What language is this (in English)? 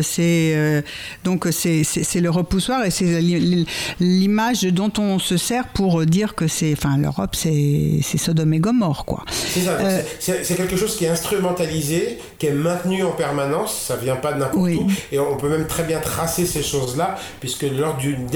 French